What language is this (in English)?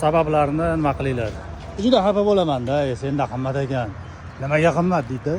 Uzbek